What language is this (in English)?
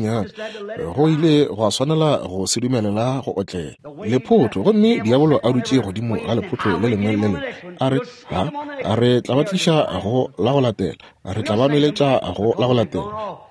Northern Sotho